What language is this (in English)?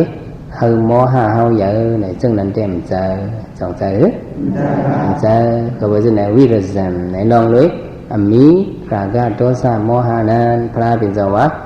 Shan